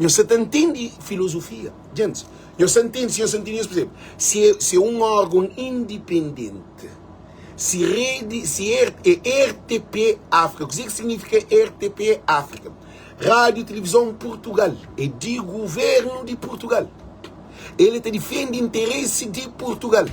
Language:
Kabuverdianu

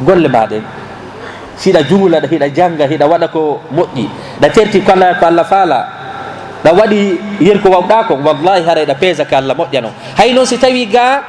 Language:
Fula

